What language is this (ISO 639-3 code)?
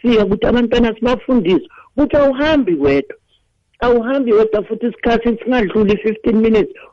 nbl